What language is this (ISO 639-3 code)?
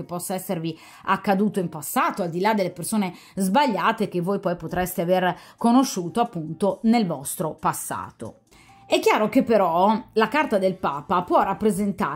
ita